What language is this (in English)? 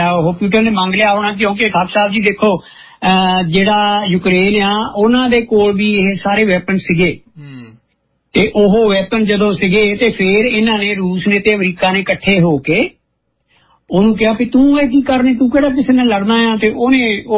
Punjabi